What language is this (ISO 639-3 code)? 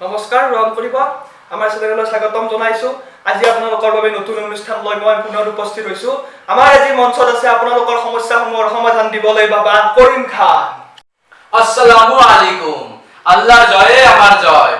asm